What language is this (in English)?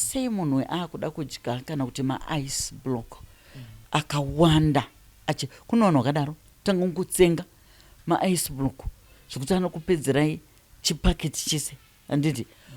Shona